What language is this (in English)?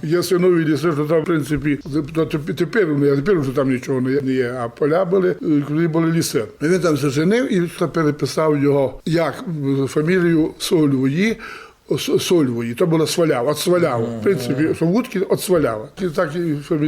Rusyn